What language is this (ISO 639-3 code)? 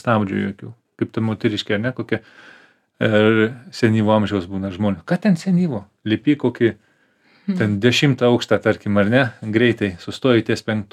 lit